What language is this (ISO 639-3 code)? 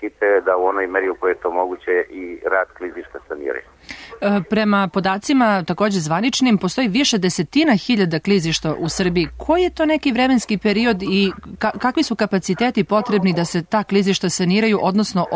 srp